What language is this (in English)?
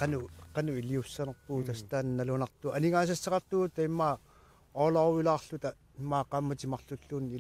Kalaallisut